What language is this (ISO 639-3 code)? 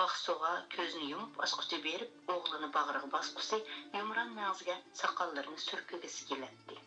uig